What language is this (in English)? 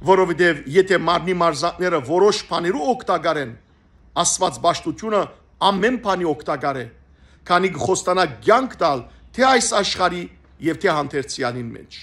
Western Armenian